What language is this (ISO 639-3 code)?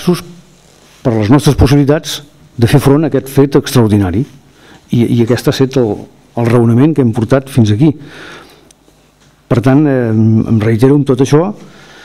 cat